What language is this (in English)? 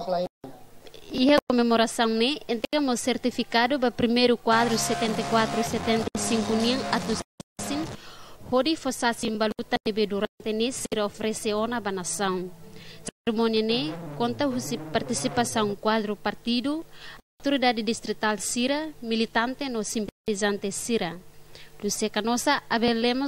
Tetum